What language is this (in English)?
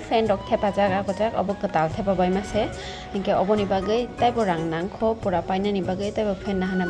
Kok Borok